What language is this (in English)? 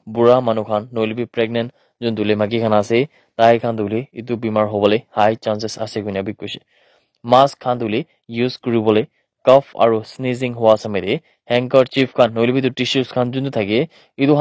Naga Pidgin